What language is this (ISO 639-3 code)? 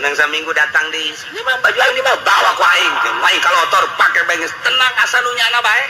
sun